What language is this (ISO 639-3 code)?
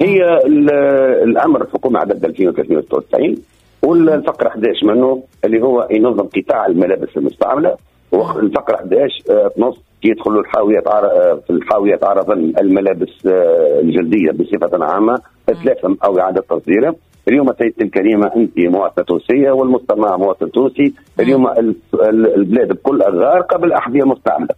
aeb